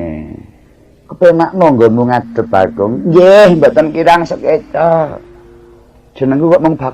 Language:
Javanese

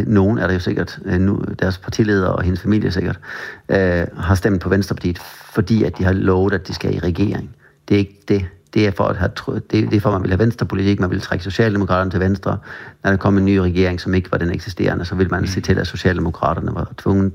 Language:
Danish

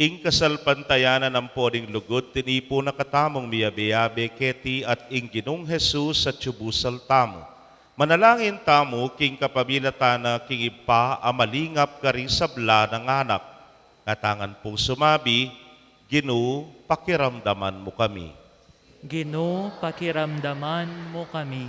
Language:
Pampanga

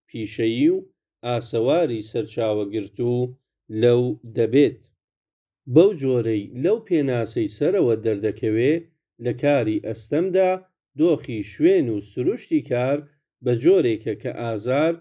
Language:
Central Kurdish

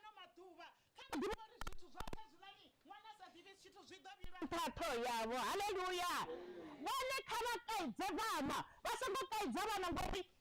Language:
Venda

